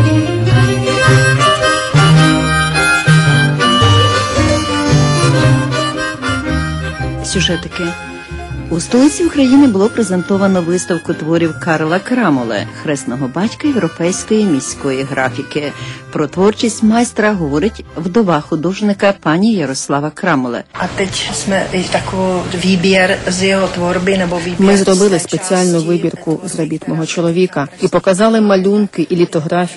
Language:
Ukrainian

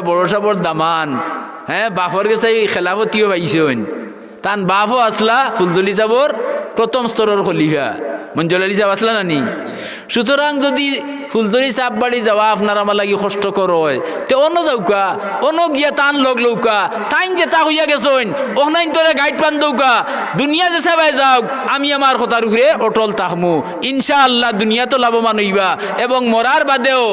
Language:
Sylheti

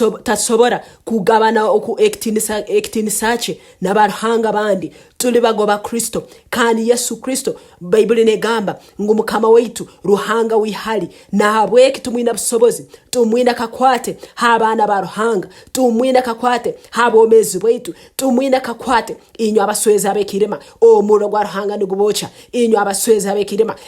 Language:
Nyankole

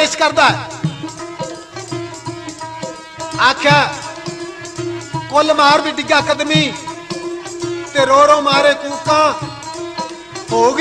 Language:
Punjabi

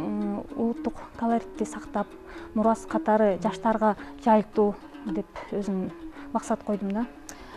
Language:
Kyrgyz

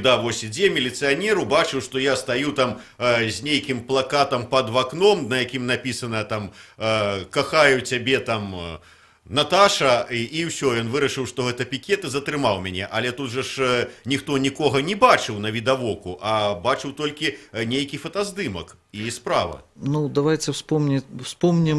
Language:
Belarusian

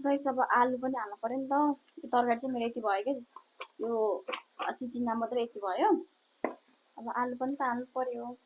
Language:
Nepali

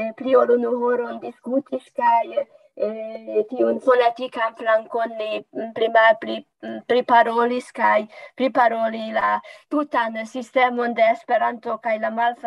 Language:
Esperanto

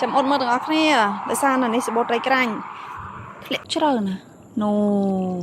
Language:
Khmer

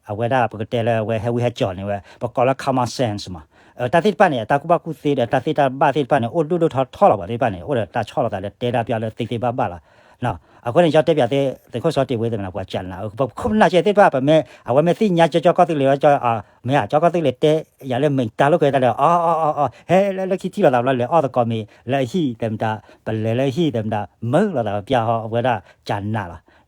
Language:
S'gaw Karen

